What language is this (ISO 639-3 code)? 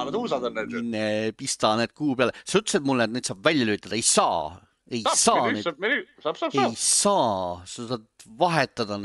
est